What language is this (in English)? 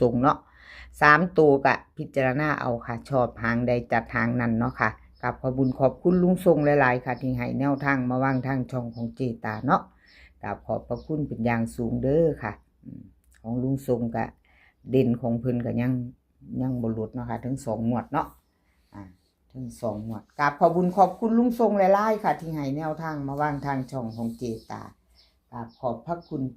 Northeastern Thai